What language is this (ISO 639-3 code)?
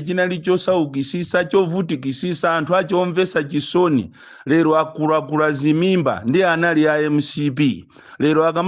nya